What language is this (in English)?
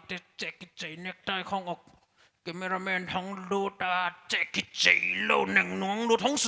Paite Chin